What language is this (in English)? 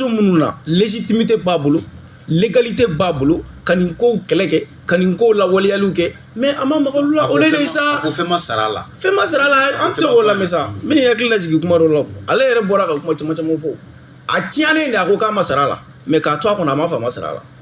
Bambara